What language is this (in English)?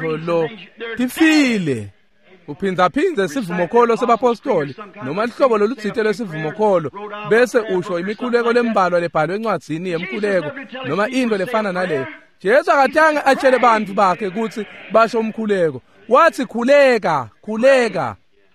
Swati